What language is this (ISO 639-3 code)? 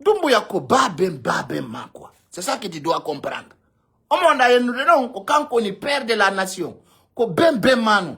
ful